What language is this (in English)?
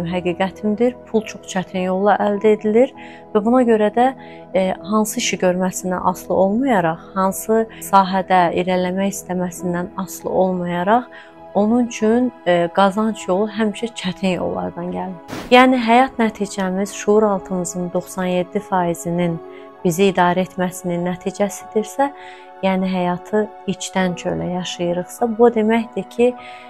Azerbaijani